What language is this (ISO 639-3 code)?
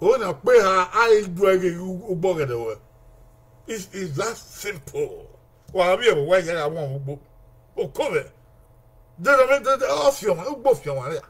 bin